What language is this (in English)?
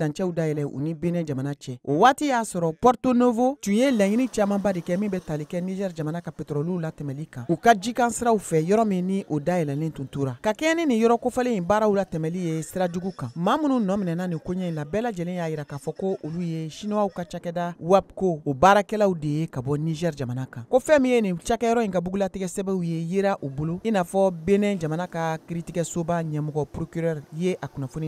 Bambara